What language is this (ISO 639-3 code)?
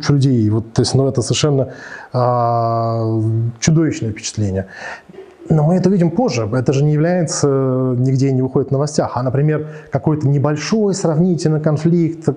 rus